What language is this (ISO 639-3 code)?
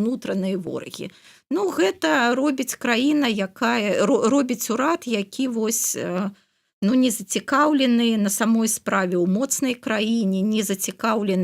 bel